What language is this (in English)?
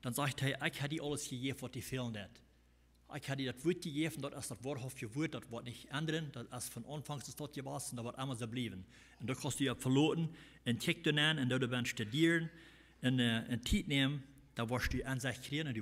Plautdietsch